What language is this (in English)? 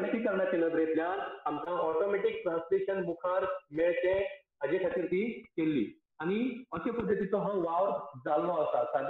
Konkani